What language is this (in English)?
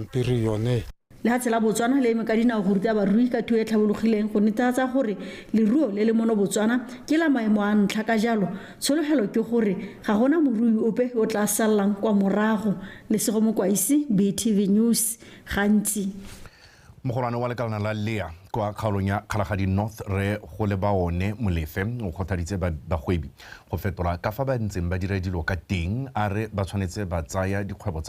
Tswana